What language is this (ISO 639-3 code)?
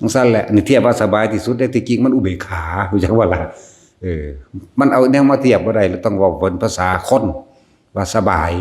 lao